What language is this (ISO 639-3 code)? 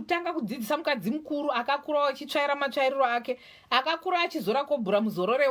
sna